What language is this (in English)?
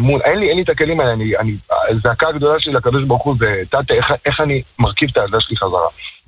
Hebrew